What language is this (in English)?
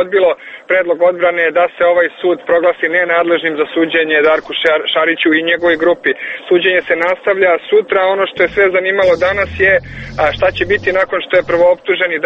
Serbian